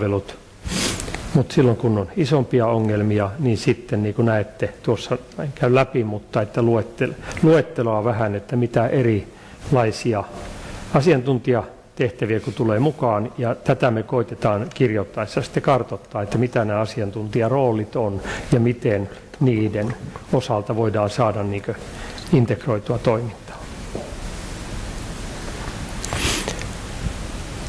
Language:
Finnish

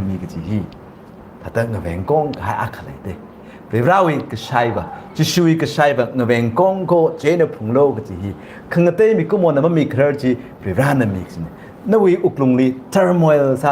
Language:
Tangkhul Naga (India)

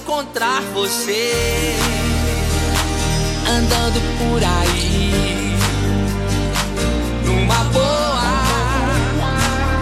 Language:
Portuguese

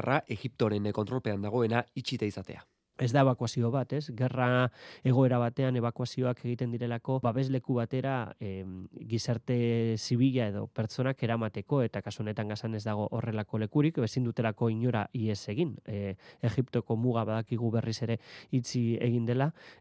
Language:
Basque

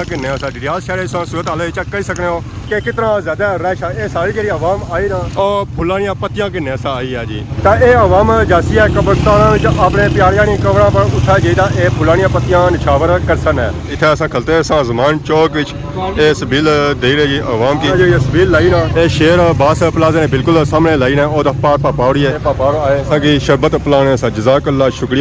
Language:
Pahari-Potwari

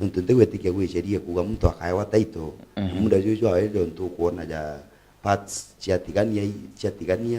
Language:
Meru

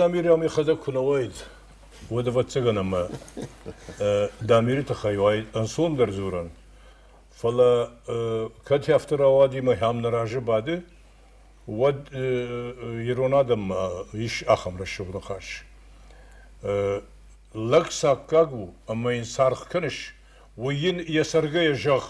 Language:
Ossetic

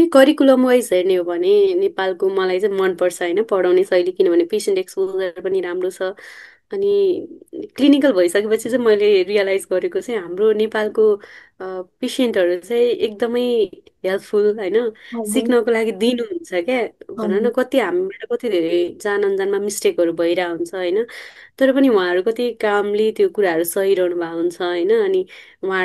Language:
Nepali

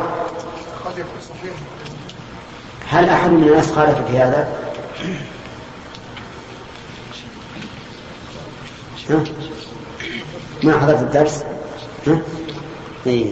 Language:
Arabic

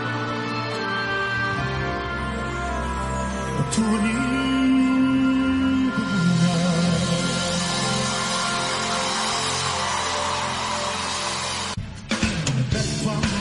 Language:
Spanish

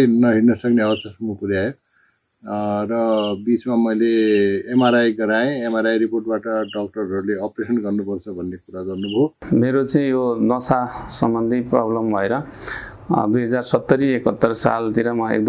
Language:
Nepali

